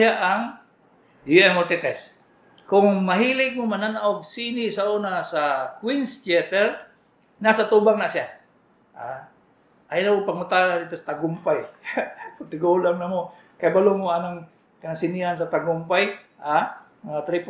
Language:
Cebuano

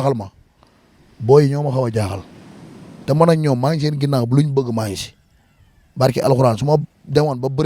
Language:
Wolof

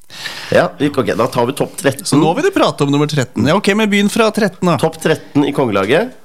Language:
Norwegian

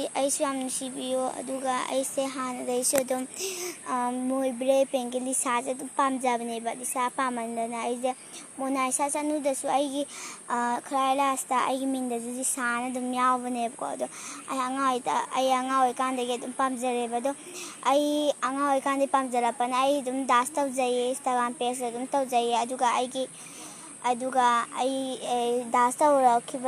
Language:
Manipuri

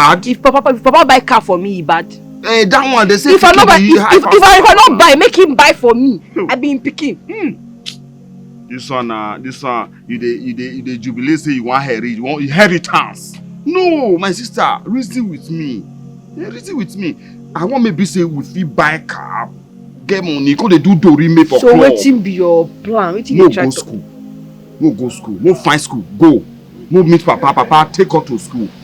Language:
Nigerian Pidgin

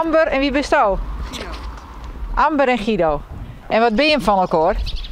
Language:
Western Frisian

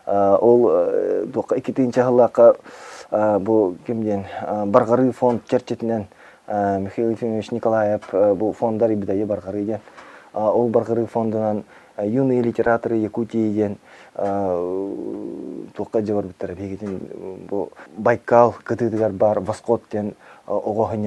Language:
Yakut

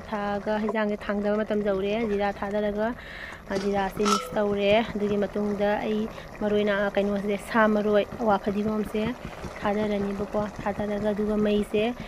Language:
Manipuri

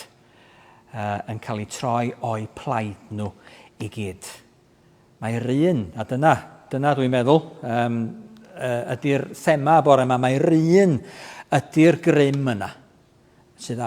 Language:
Welsh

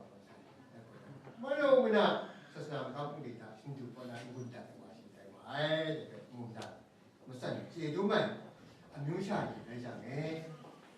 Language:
Kachin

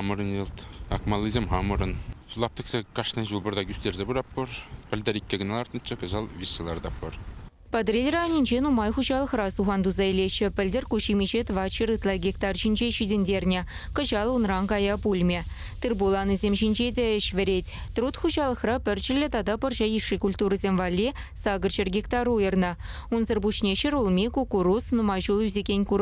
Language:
Chuvash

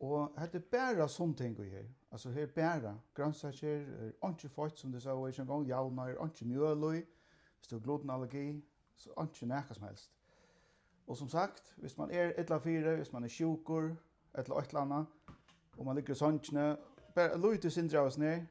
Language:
Faroese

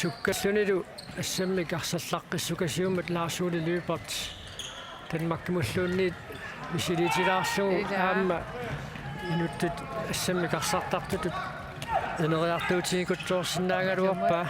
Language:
Kalaallisut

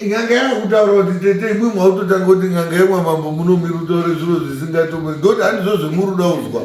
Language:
Shona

